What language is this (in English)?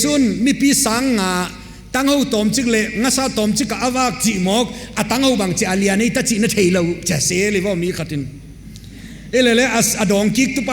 Paite Chin